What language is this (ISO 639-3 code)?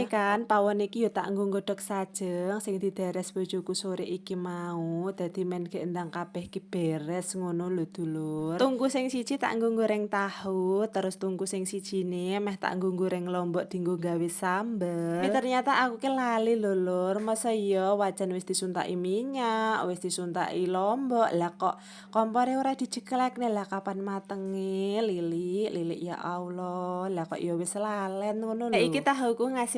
jav